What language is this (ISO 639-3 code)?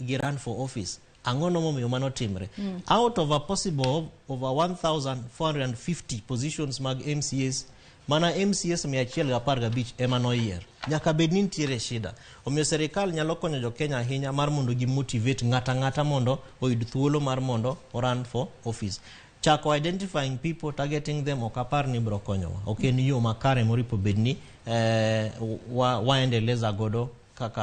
luo